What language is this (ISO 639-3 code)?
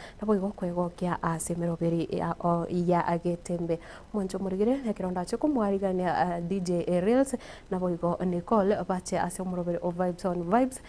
guz